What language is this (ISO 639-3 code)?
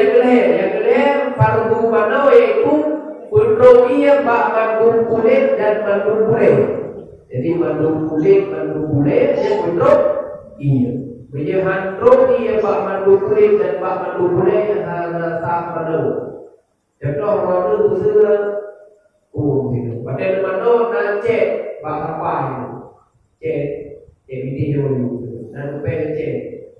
ace